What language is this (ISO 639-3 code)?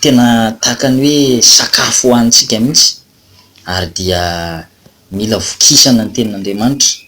mlg